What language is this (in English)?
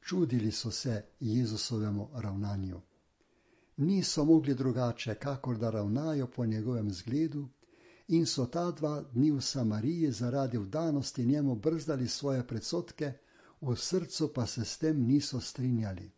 Slovenian